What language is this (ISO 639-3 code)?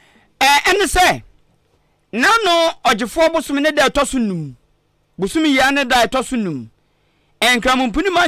aka